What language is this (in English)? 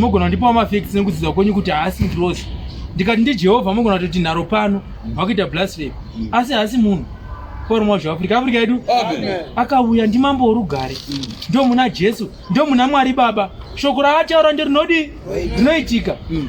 Shona